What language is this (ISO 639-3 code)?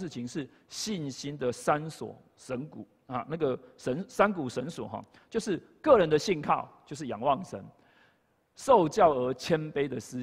zho